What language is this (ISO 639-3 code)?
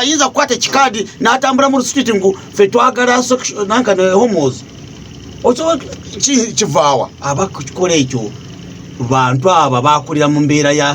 lug